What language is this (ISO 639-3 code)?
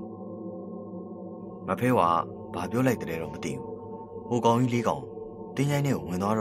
mya